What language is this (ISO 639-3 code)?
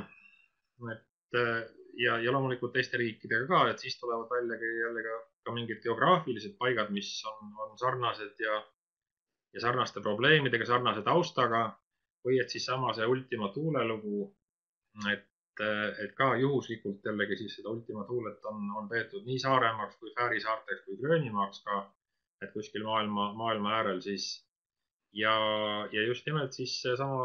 est